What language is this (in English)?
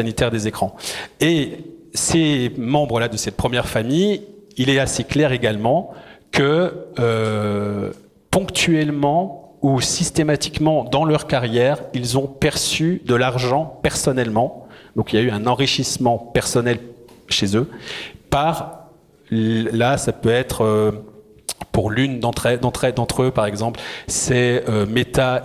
French